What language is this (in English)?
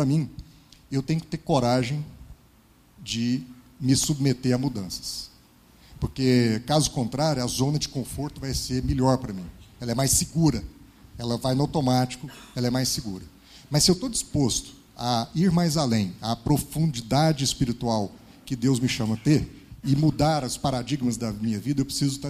Portuguese